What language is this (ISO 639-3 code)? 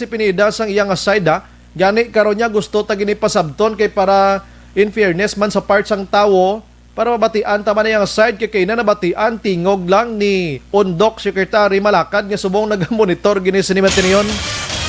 hil